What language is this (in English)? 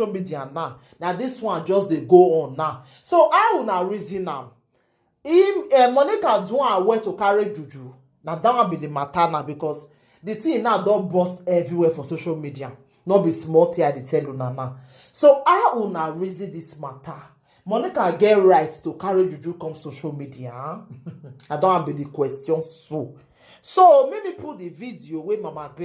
Nigerian Pidgin